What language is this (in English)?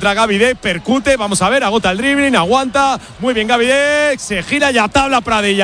Spanish